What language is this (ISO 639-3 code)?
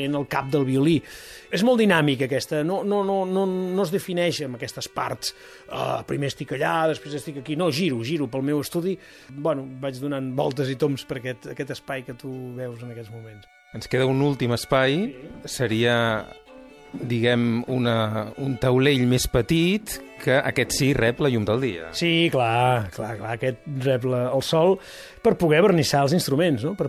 cat